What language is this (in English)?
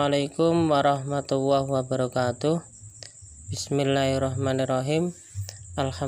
Javanese